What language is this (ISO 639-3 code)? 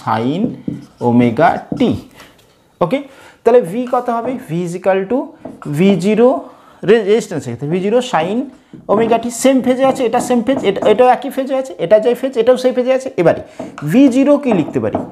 ben